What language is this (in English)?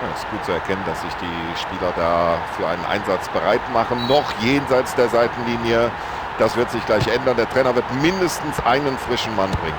Bavarian